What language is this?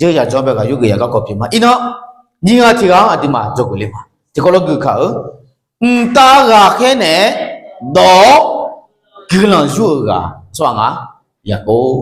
Akha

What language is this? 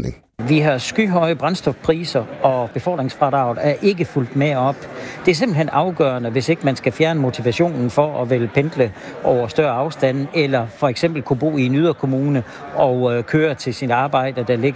Danish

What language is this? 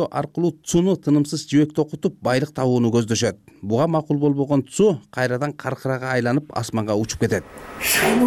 Kyrgyz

